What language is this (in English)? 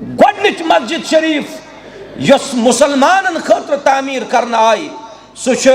Kashmiri